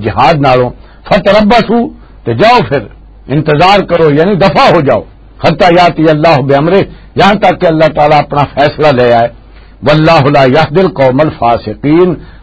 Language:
Western Panjabi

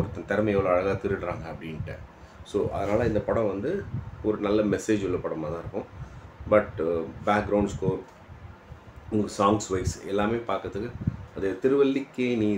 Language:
Tamil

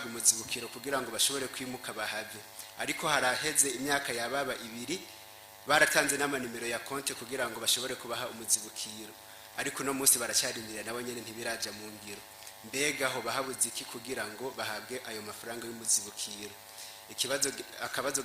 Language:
Rundi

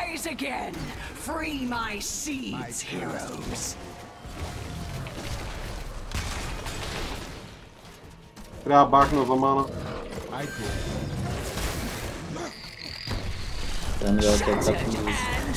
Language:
Bulgarian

